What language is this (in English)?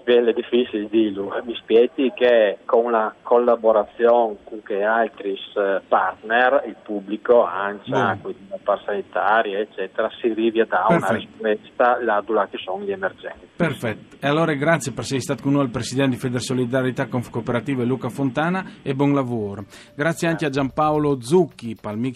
Friulian